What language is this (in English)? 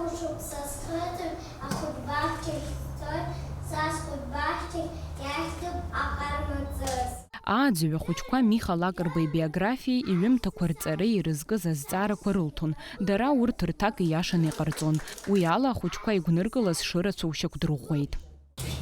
Abkhazian